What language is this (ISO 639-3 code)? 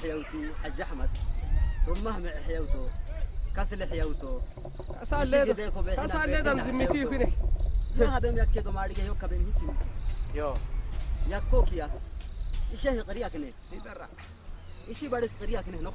ssy